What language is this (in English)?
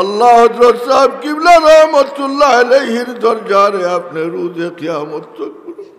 Sylheti